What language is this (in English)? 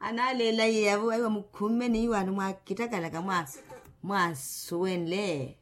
Makhuwa